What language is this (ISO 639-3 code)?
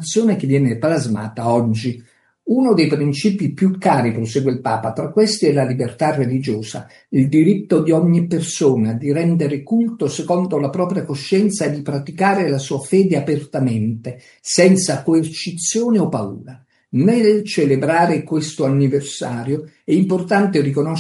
ita